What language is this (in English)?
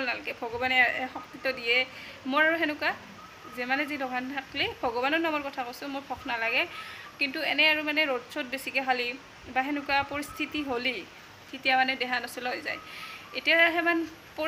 Assamese